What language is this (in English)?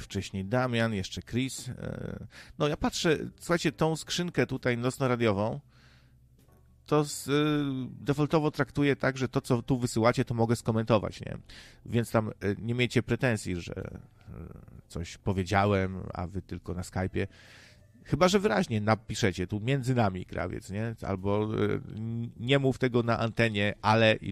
Polish